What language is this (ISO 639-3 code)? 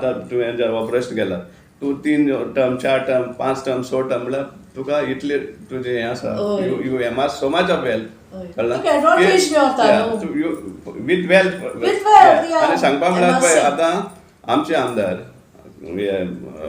kok